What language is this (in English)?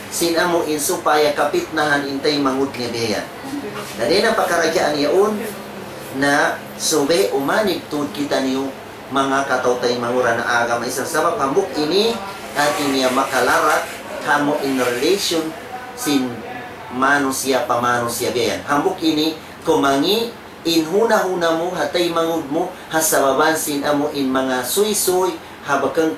Tausug